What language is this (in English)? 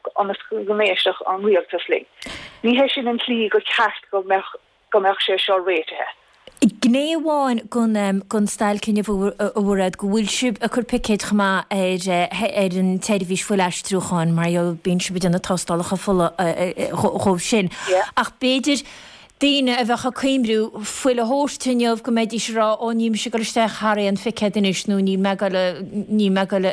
Irish